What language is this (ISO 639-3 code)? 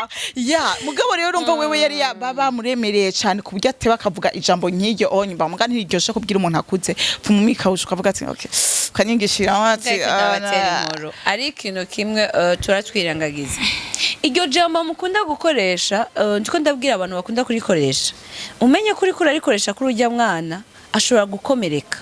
run